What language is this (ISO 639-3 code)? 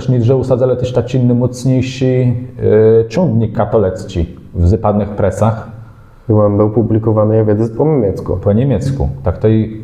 csb